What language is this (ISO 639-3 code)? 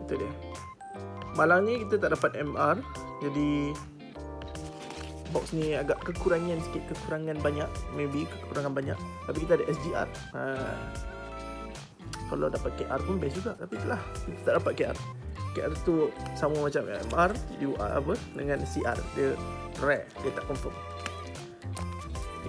msa